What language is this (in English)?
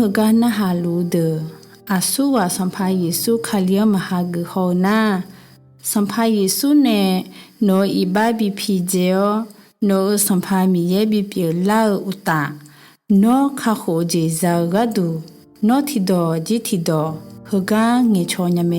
Akha